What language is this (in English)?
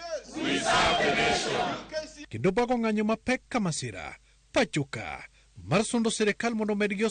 Luo (Kenya and Tanzania)